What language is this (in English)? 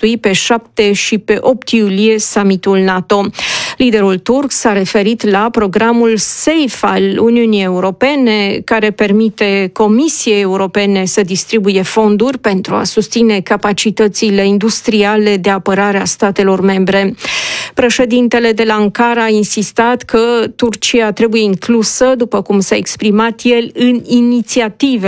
Romanian